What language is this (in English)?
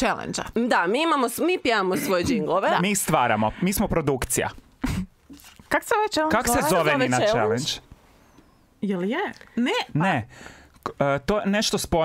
Croatian